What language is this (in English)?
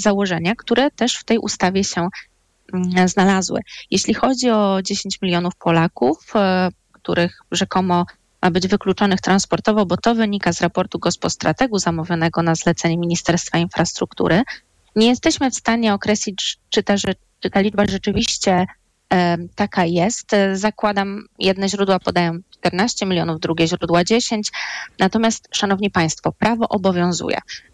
Polish